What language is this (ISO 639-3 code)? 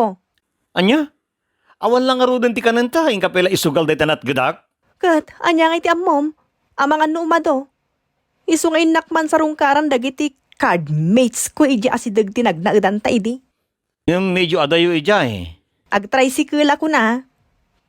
ilo